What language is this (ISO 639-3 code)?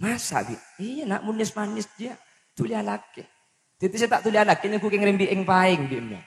mad